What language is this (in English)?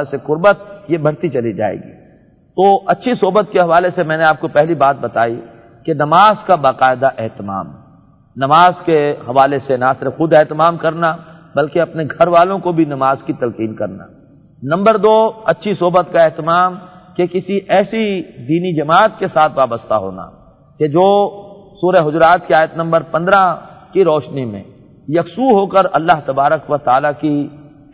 Urdu